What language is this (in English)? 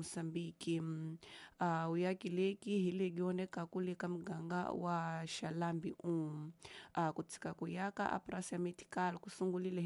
Tsonga